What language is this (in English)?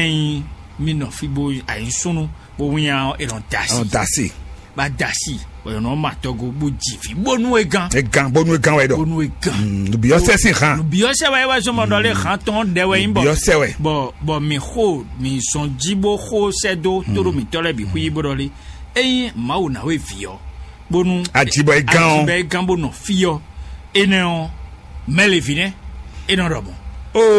Fon